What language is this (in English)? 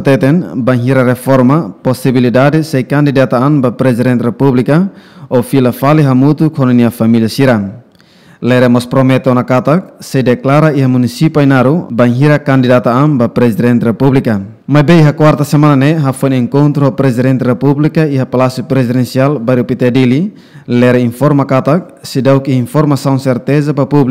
Tetum